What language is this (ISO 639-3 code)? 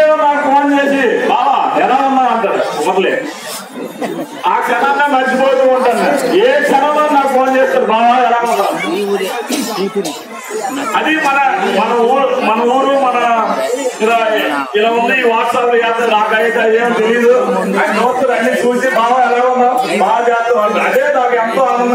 tel